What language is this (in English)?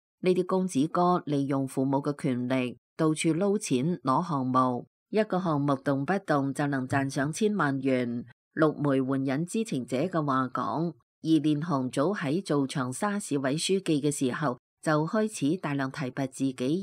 Cantonese